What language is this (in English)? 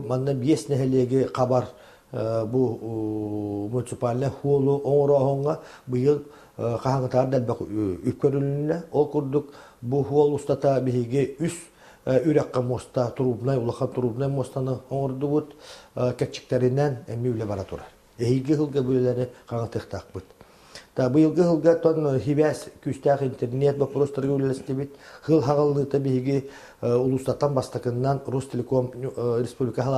Yakut